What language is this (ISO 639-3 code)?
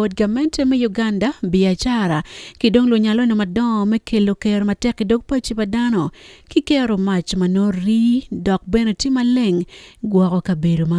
ach